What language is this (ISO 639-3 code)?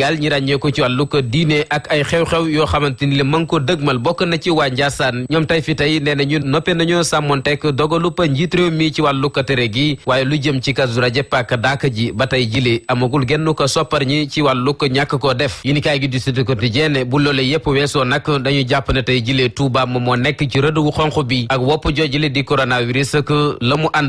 wol